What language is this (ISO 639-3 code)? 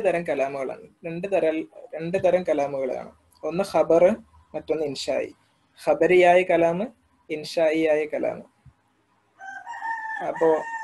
mal